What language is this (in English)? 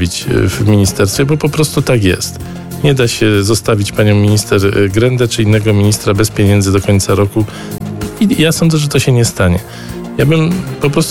Polish